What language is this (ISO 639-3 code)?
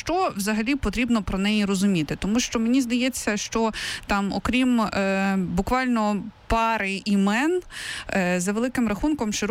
ukr